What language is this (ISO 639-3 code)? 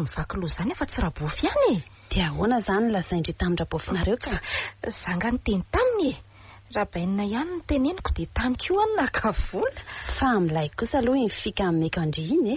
mlg